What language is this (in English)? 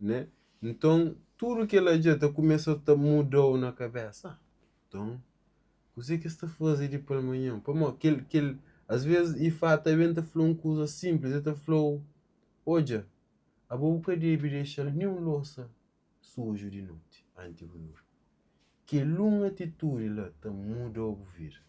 Kabuverdianu